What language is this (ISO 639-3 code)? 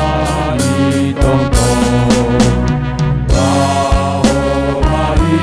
bts